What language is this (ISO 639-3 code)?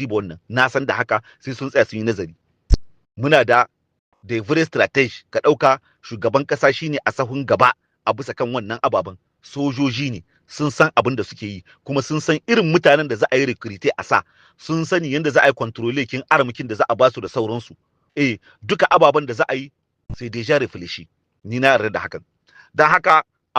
hau